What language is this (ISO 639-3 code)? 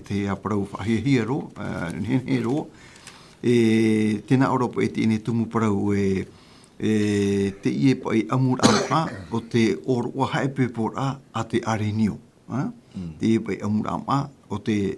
tah